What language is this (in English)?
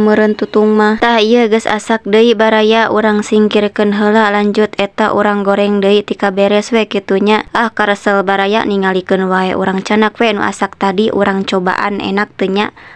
Sundanese